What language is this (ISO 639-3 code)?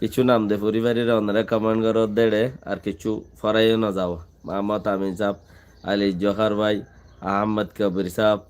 rhg